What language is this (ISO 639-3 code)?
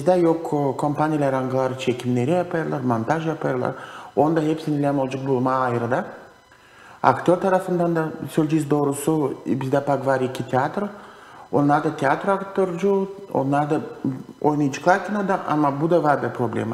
gag